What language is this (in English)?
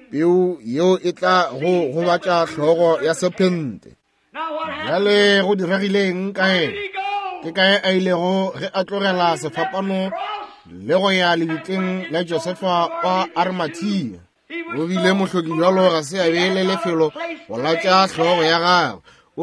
Northern Sotho